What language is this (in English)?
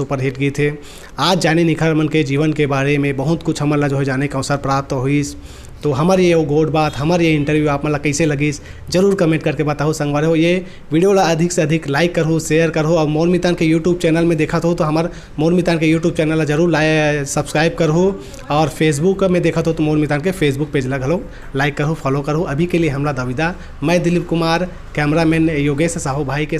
Chhattisgarhi